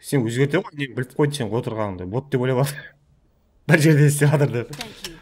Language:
Kara-Kalpak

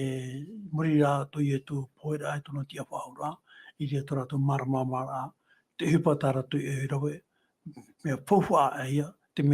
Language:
Tahitian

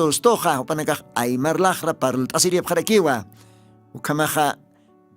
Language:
Aymara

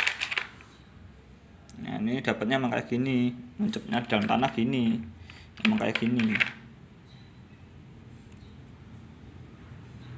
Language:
Indonesian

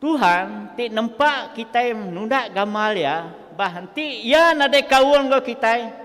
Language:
Iban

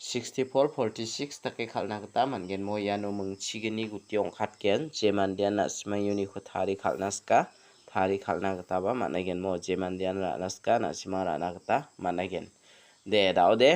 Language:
Garo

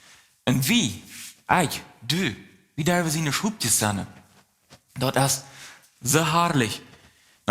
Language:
Plautdietsch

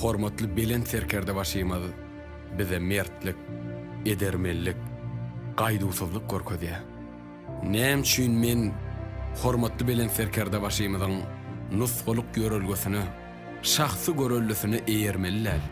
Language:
Turkmen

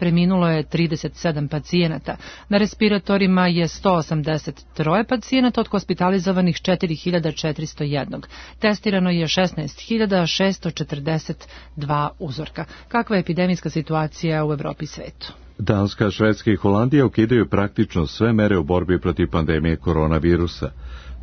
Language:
Serbian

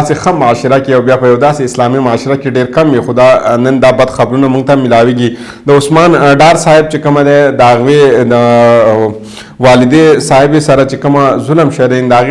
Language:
Pashto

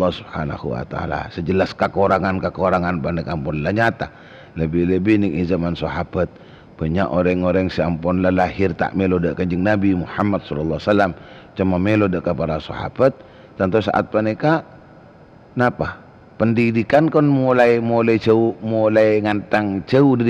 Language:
Madurese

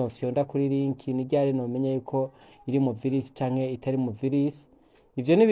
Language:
Rundi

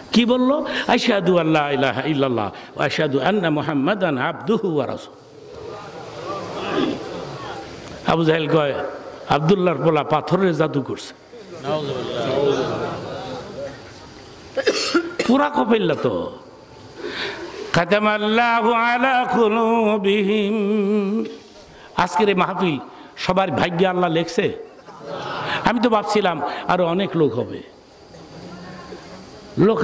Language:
Bangla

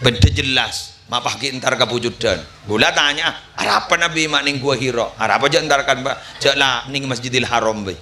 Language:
Madurese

